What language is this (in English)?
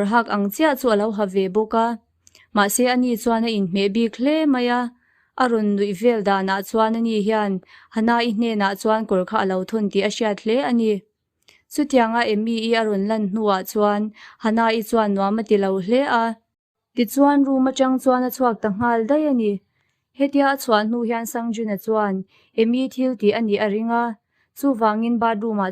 Mizo